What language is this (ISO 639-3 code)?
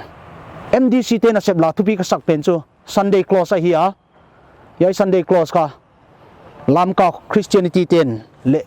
pck